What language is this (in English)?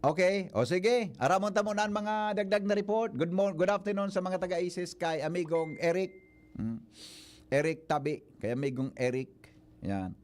Bikol